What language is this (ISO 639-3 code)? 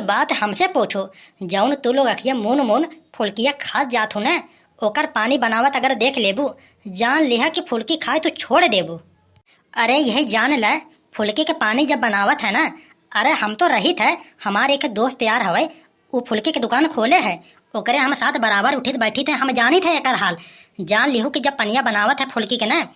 awa